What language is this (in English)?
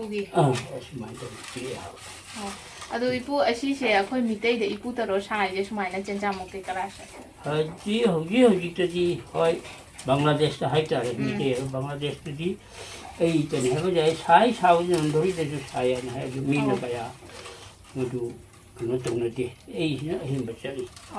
Manipuri